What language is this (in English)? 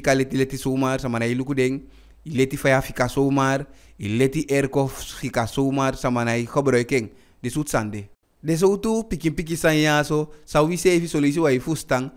Eastern Maroon Creole